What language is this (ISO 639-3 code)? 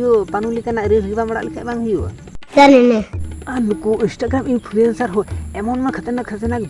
sat